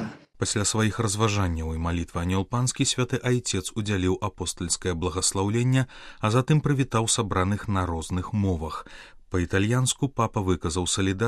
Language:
Belarusian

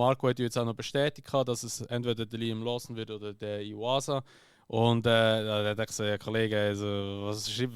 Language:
Swiss German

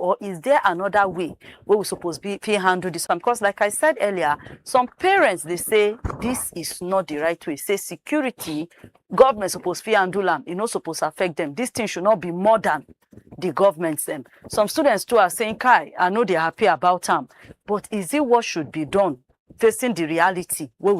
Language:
Nigerian Pidgin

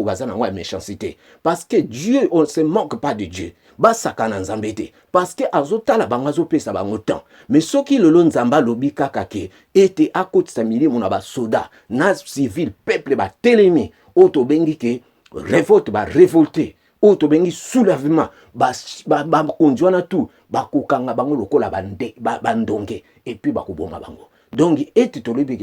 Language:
Lingala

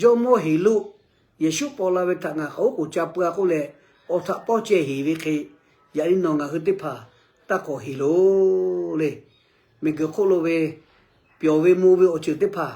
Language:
Lahu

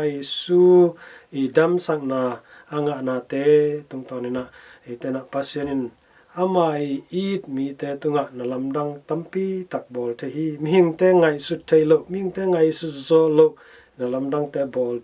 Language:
Tedim Chin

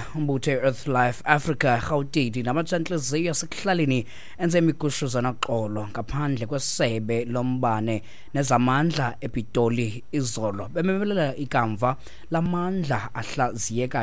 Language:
Xhosa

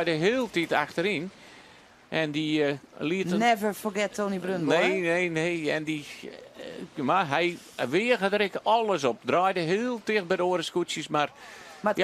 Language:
Western Frisian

